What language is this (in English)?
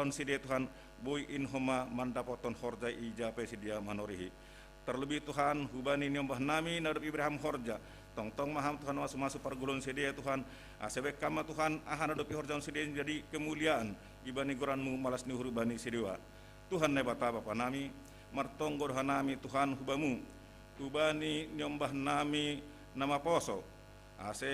Batak Simalungun